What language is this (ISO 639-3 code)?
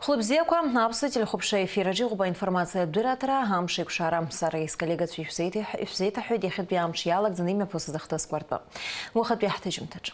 abk